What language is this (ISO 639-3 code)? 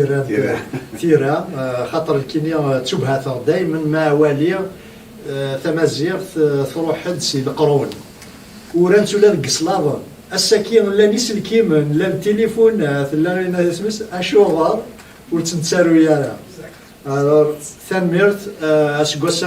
kab